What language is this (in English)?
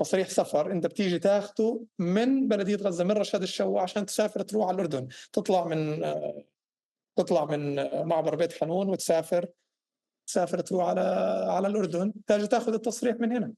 North Levantine Arabic